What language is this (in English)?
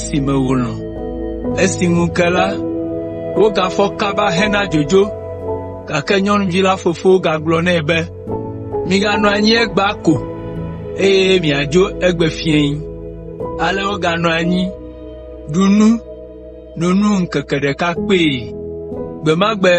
Ewe